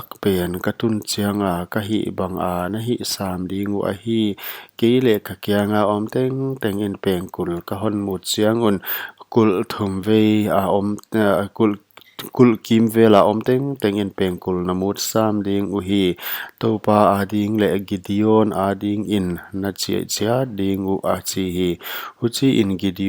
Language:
Paite Chin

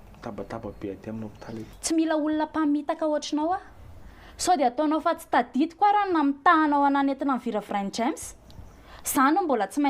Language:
Malagasy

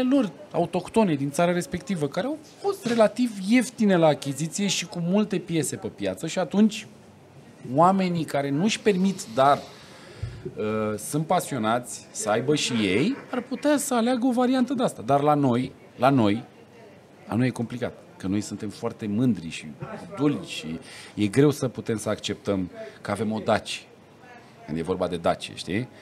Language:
Romanian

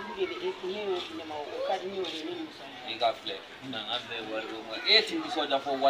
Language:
Bambara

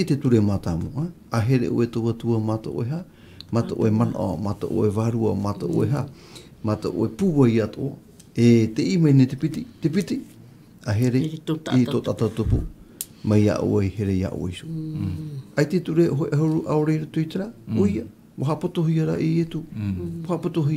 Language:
Tahitian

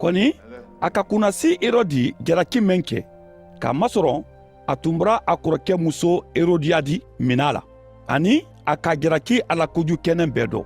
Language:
Mandingo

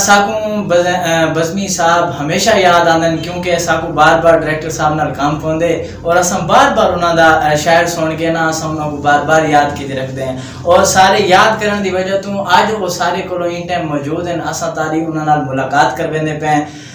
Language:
Saraiki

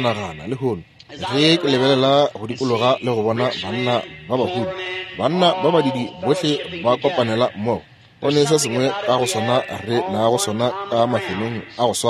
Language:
Northern Sotho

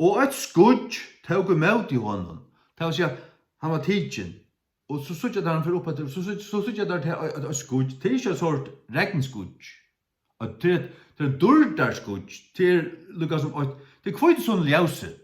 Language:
Faroese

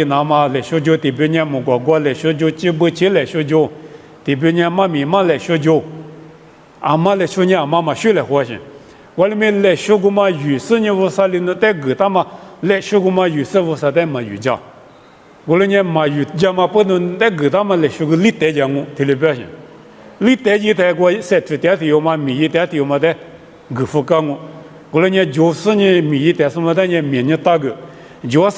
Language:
Lisu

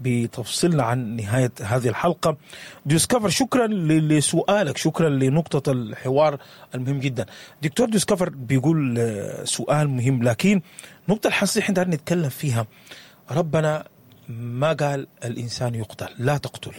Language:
Sudanese Arabic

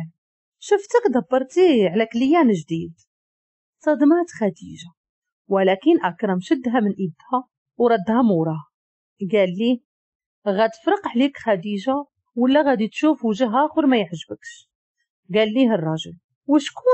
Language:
Moroccan Arabic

